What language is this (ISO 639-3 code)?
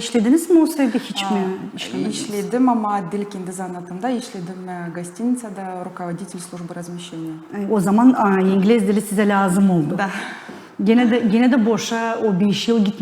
gag